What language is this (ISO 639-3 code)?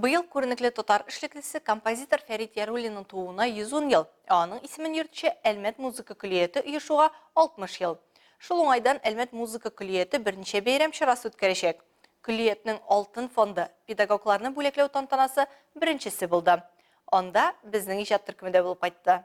tat